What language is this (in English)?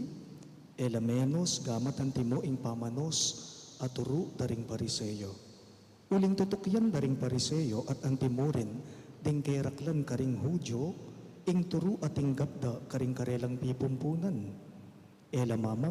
Pampanga